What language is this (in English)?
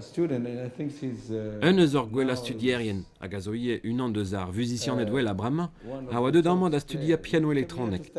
Breton